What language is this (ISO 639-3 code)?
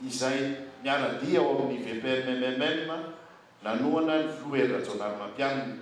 mlg